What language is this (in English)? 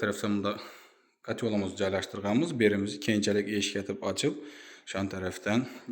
Uzbek